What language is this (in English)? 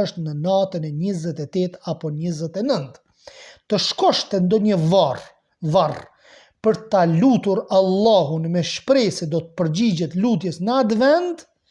Albanian